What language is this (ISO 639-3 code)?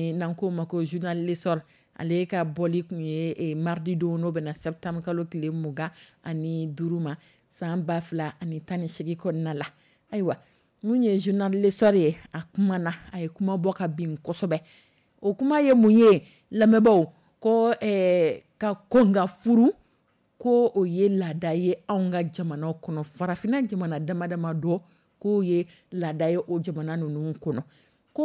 dyu